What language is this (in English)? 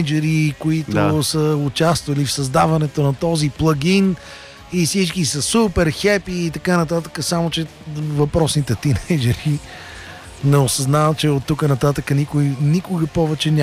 Bulgarian